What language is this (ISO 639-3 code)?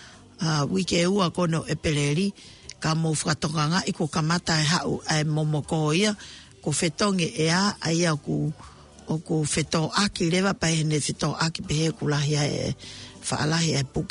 ton